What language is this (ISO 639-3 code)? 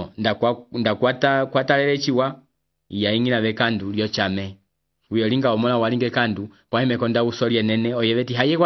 umb